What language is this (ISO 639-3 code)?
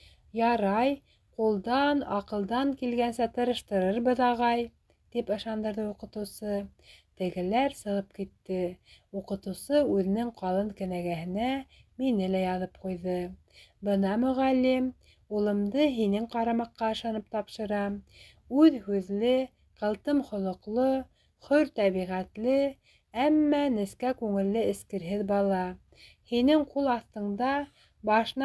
bak